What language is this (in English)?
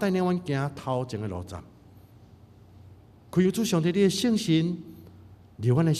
Min Nan Chinese